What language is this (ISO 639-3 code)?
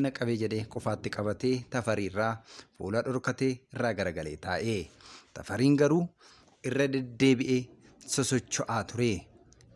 orm